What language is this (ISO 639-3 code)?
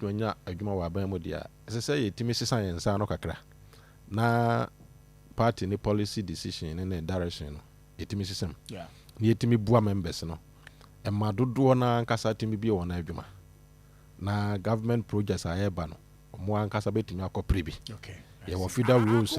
aka